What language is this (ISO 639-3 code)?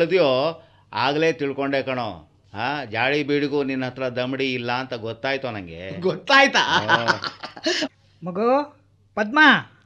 kan